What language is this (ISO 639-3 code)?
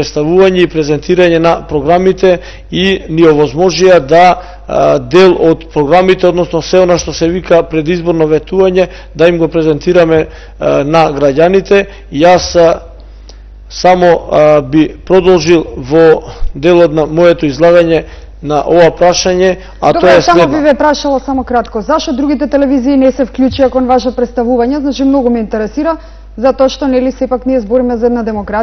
mkd